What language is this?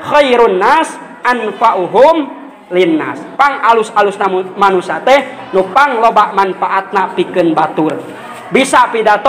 Sundanese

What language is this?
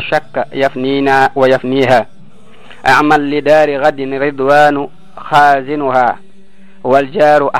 Wolof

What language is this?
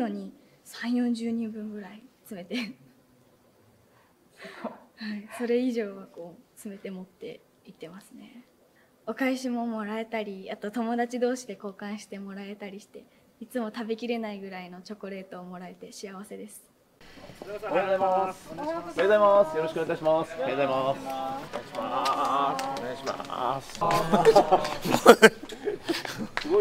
Japanese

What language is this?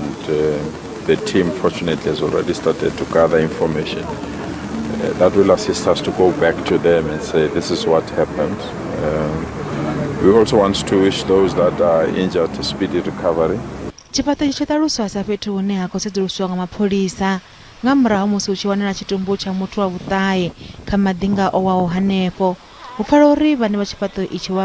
Venda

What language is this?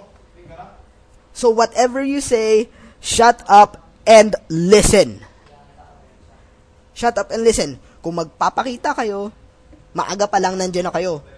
Filipino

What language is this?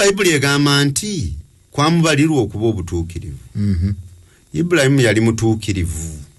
Ganda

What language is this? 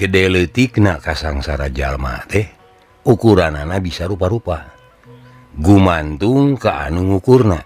Sundanese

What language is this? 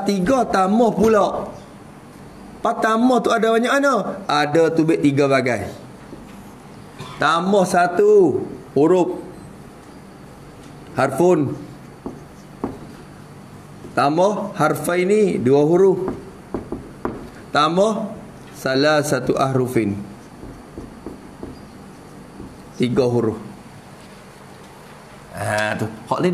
Malay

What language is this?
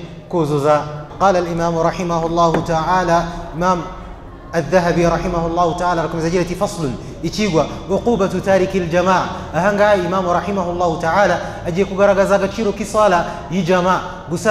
Kinyarwanda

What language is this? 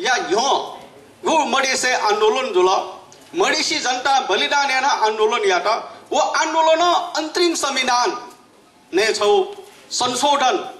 Newari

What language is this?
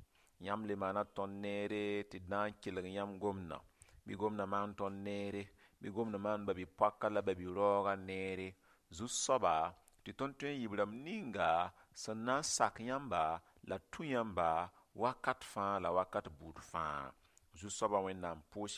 Mossi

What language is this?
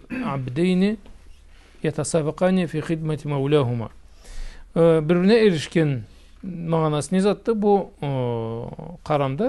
Karachay-Balkar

